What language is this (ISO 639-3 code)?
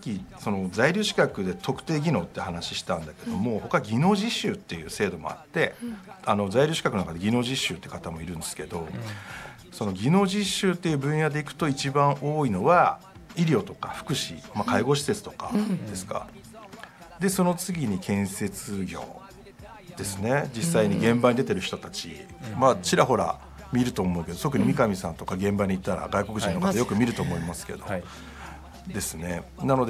jpn